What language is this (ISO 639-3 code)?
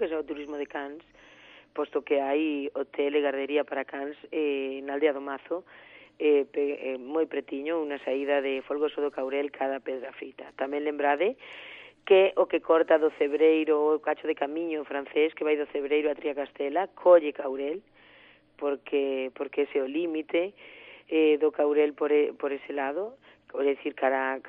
glg